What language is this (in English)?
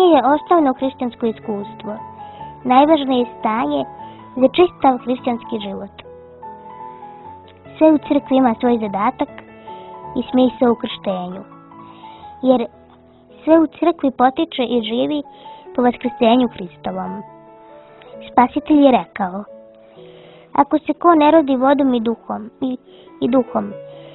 Serbian